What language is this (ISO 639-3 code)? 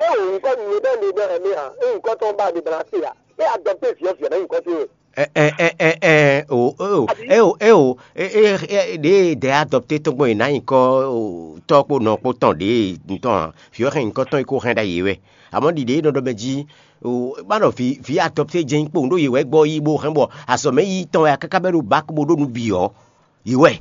fon